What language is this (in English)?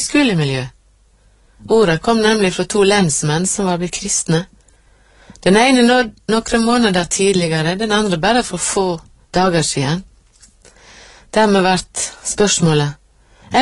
Norwegian